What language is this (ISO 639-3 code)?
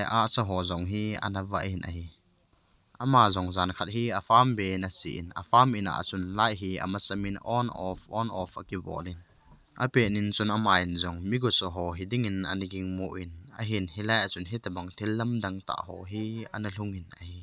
tcz